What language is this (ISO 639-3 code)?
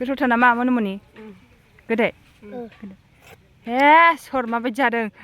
brx